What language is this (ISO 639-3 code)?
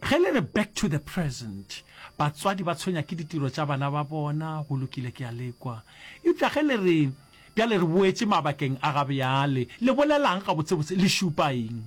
nso